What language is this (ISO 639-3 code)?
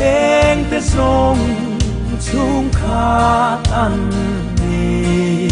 cnh